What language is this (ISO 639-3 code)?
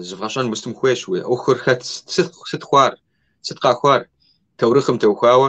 kbd